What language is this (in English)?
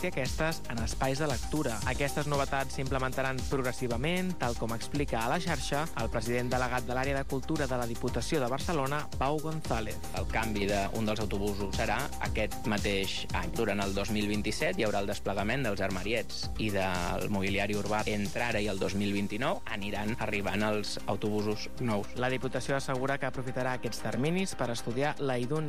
Catalan